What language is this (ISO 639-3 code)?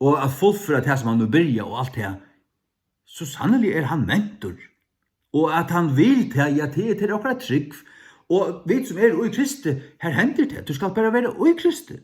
fao